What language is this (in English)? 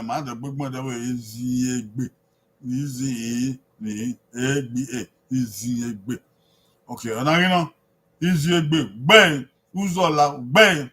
Bini